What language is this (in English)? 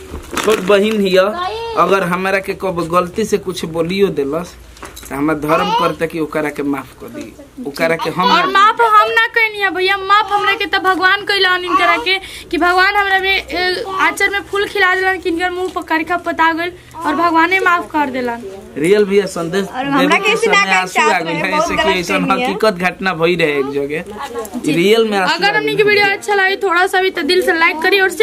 Bhojpuri